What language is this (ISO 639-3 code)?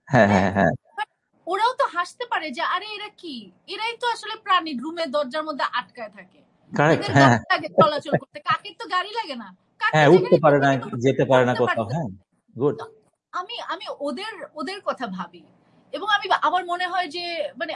ben